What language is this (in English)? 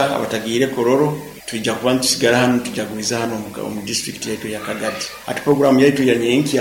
Nyoro